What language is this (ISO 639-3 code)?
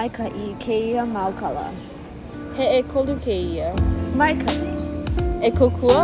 haw